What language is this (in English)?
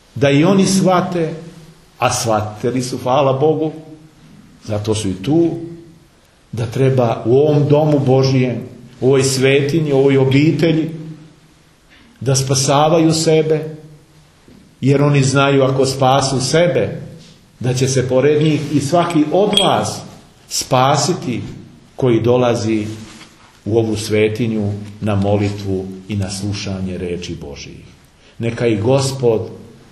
Serbian